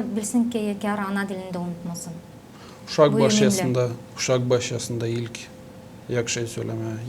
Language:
Gagauz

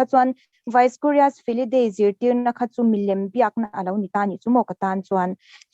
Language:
Mizo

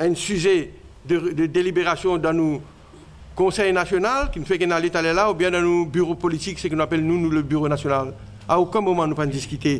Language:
Morisyen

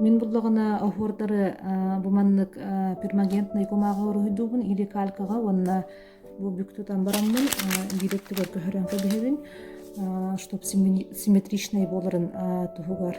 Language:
Yakut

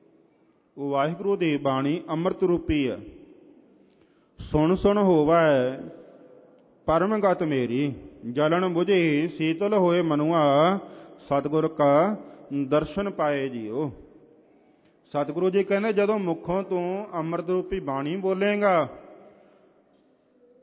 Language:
Punjabi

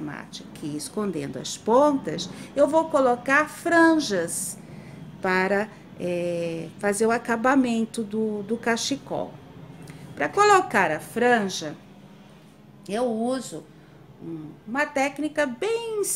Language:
Portuguese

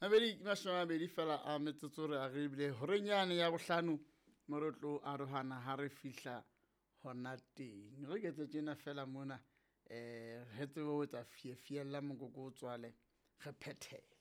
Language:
Southern Sotho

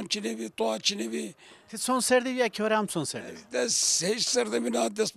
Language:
Zaza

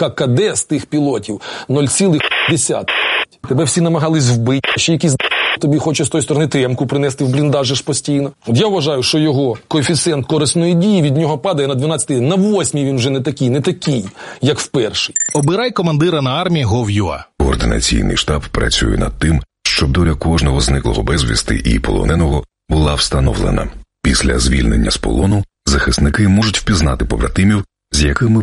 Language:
Ukrainian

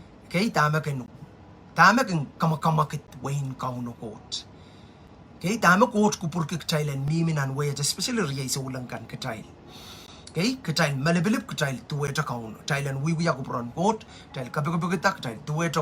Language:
Pohnpeian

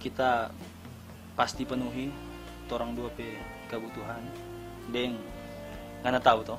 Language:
Manado Malay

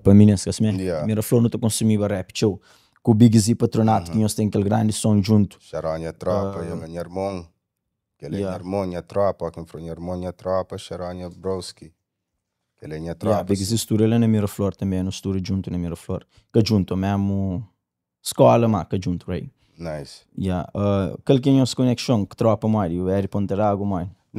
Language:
Kabuverdianu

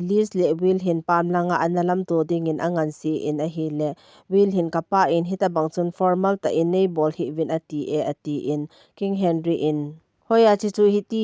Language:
Thado Chin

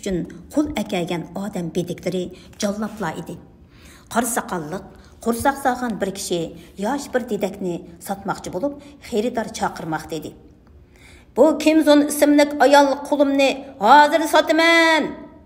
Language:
Uyghur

